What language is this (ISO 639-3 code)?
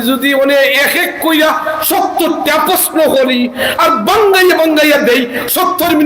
syl